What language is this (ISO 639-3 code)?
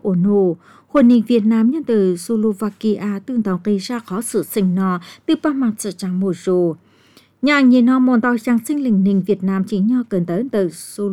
vie